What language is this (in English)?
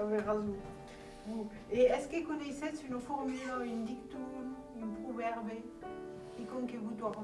Occitan